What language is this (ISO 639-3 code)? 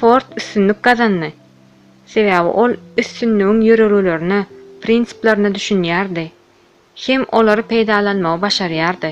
tuk